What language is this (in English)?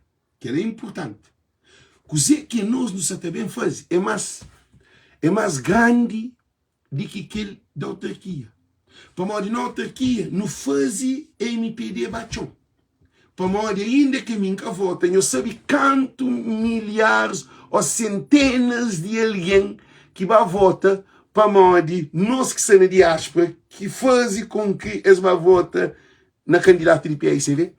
Kabuverdianu